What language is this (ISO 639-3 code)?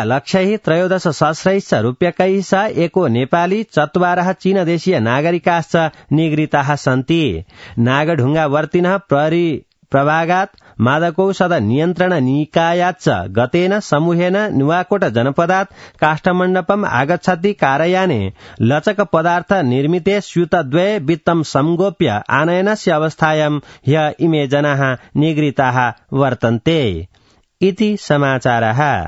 san